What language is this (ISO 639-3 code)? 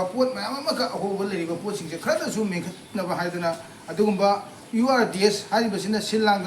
mni